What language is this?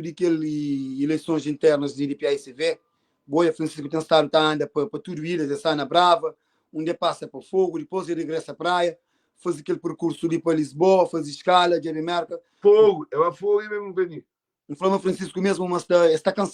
Kabuverdianu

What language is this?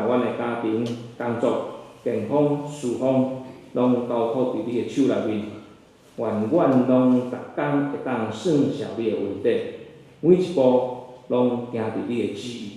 Min Nan Chinese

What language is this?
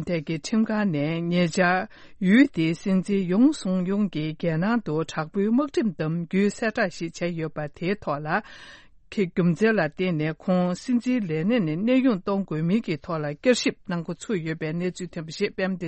Tibetan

